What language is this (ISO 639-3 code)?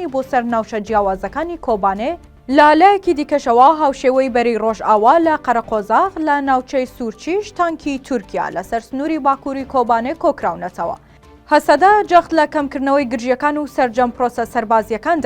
ckb